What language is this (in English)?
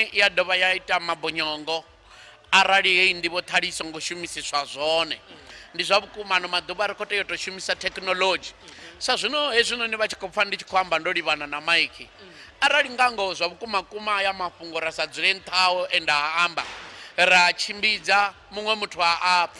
Venda